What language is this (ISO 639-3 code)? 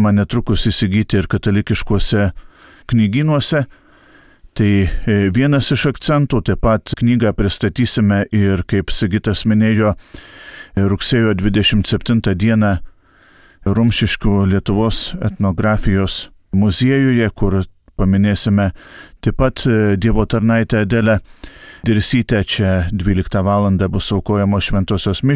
lit